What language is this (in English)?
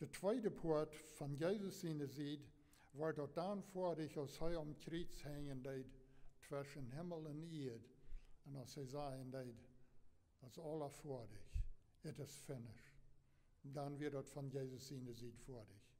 Plautdietsch